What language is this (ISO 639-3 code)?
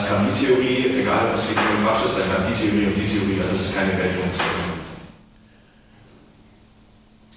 deu